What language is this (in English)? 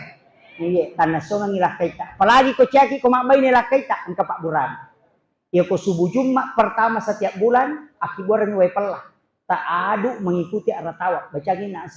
Buginese